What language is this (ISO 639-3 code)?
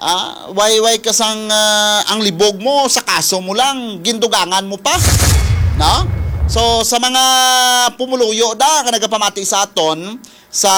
hil